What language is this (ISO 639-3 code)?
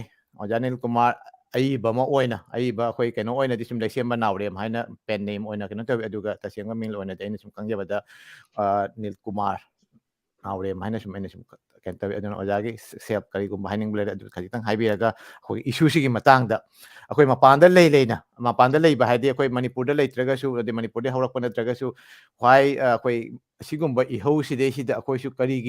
mni